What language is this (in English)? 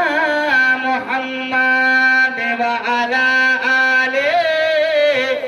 Bangla